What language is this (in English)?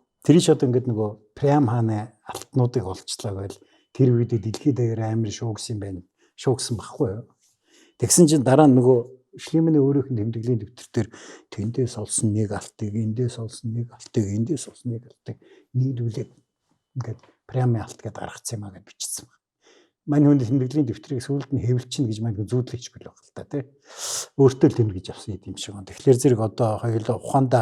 Mongolian